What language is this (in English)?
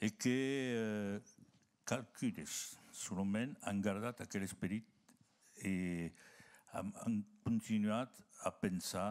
Occitan